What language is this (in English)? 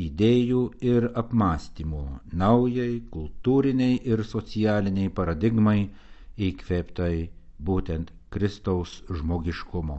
Lithuanian